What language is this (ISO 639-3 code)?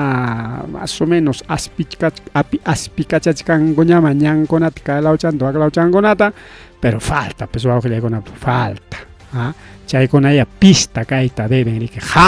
quy